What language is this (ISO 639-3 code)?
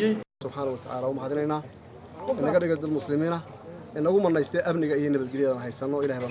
som